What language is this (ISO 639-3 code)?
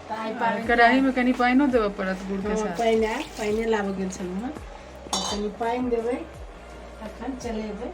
mai